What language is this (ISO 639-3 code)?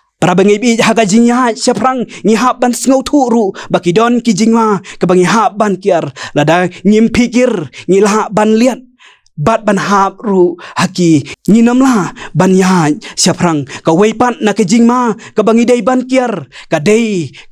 kha